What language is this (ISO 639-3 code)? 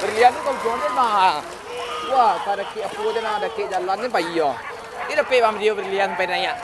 min